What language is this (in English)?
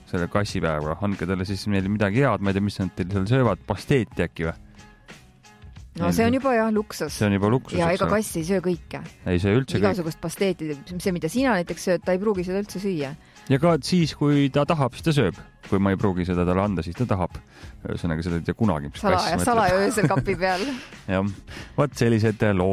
Estonian